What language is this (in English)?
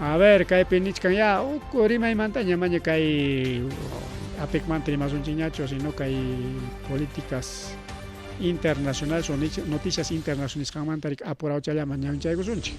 Ayacucho Quechua